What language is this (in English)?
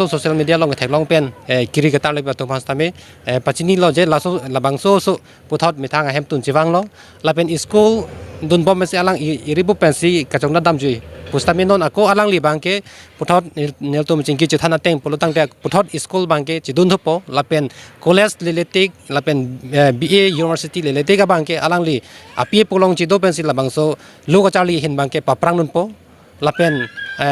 Karbi